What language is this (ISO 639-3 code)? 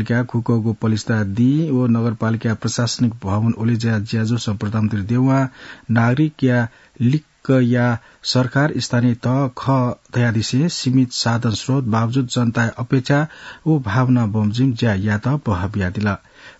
new